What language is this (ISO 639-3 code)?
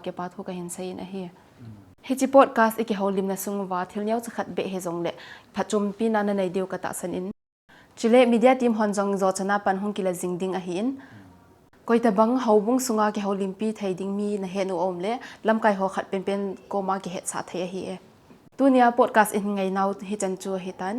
tcz